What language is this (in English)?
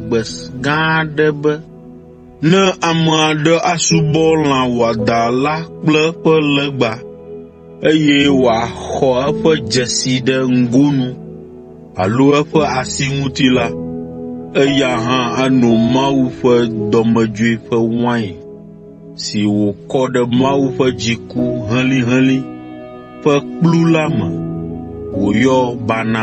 Ewe